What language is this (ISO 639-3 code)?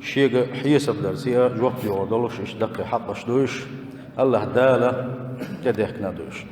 che